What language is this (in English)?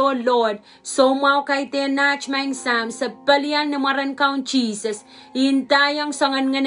Pohnpeian